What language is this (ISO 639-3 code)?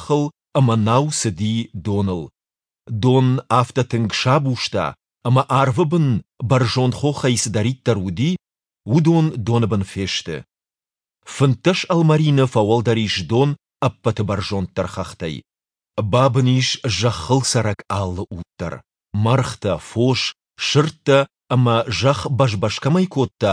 oss